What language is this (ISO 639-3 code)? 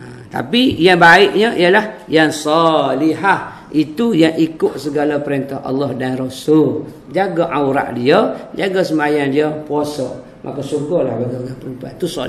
msa